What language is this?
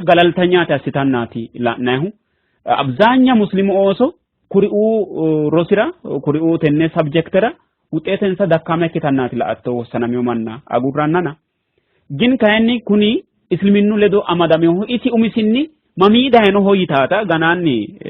Sidamo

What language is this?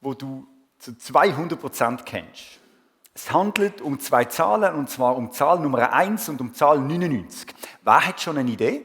Swiss German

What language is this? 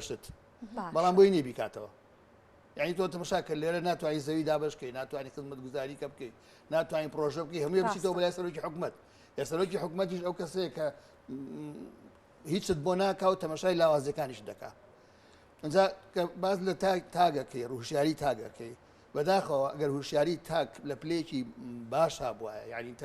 Central Kurdish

